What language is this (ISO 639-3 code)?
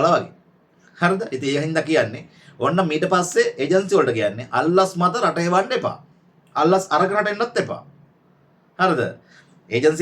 sin